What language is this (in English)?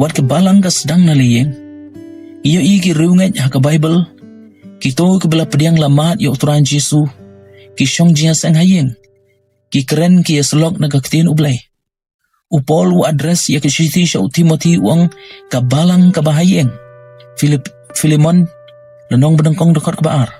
Khasi